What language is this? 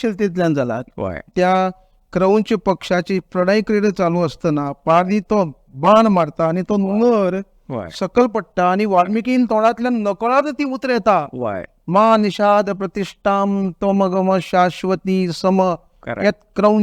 Konkani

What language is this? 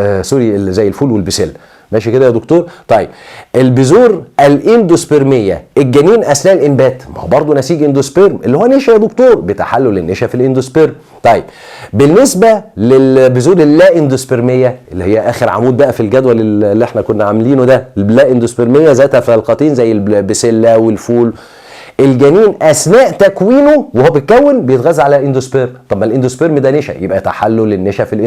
Egyptian Arabic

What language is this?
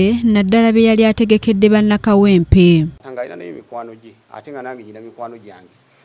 Ganda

